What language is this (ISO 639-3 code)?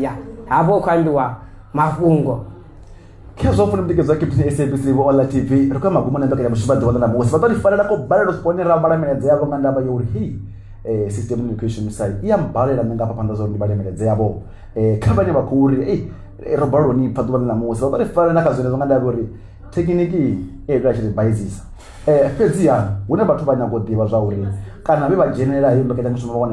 ven